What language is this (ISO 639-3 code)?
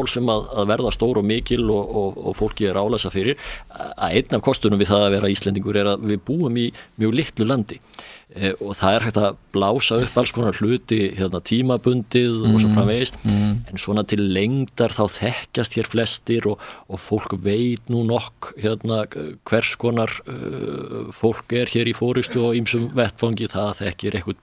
isl